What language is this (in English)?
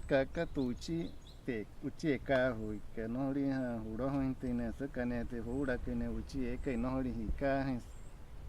Wayuu